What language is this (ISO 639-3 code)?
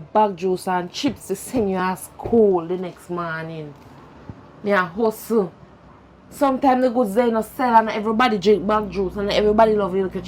jam